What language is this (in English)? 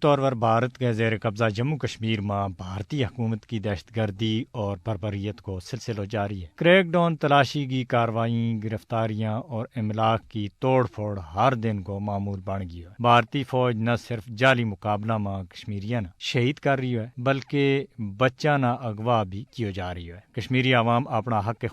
Gujari